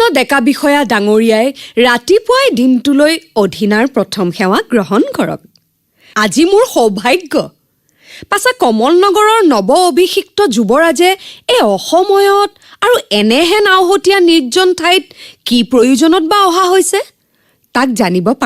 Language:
Assamese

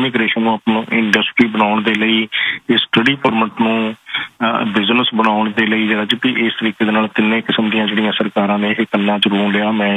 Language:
Punjabi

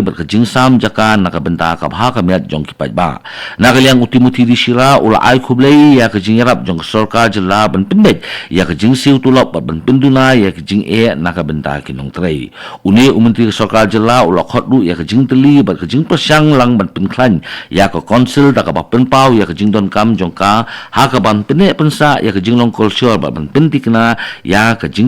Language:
Khasi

